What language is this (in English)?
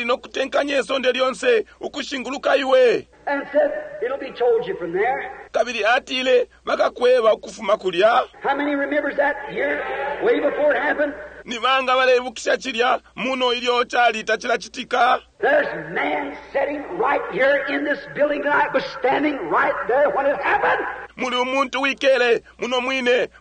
Bemba